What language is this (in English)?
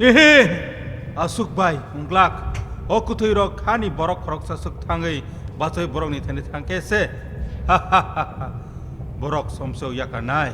Kok Borok